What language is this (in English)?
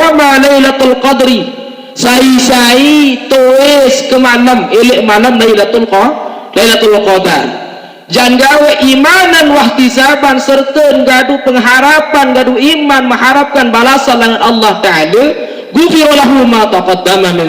Sasak